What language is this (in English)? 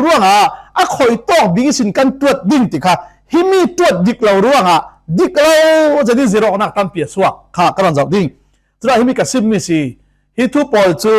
Falam Chin